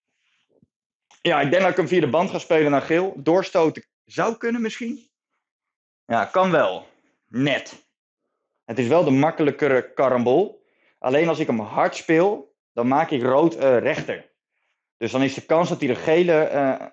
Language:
Dutch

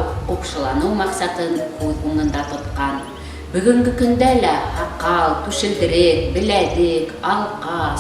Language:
Bashkir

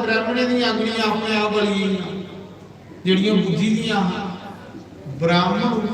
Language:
Dogri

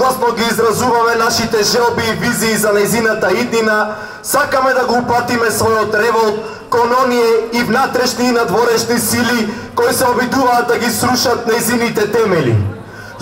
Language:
Macedonian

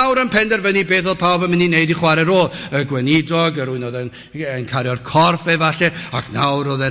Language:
Welsh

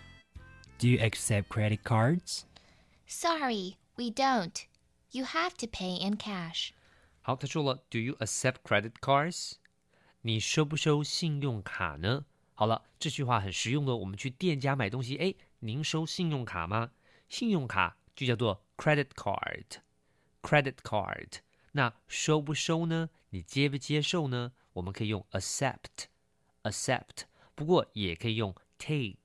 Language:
Chinese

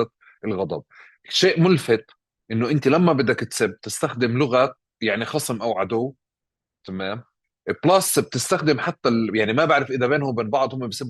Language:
North Levantine Arabic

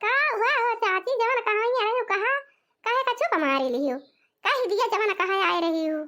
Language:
Awadhi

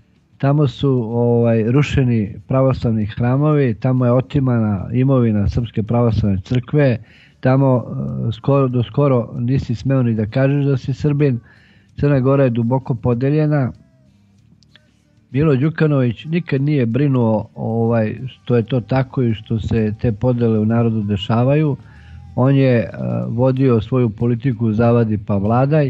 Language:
Serbian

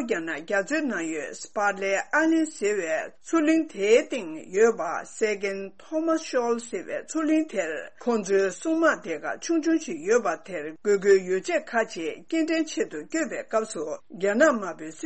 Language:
Tibetan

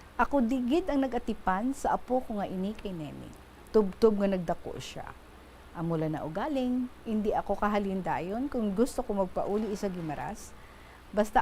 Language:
Hiligaynon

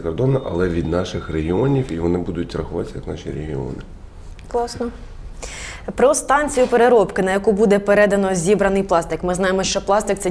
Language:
Ukrainian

